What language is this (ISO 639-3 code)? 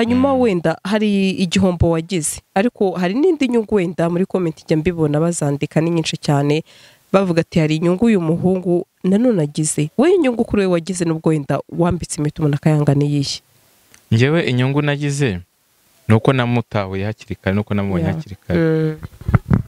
kin